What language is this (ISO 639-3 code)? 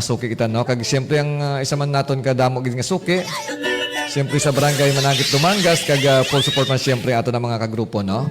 hil